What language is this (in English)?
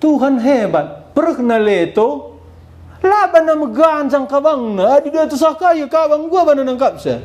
Batak Karo